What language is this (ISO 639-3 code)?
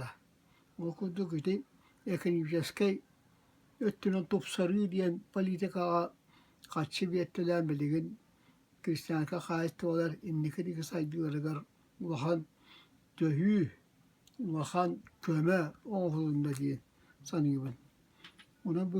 sah